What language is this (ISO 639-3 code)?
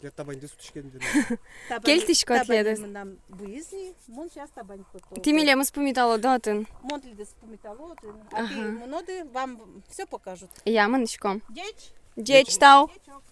udm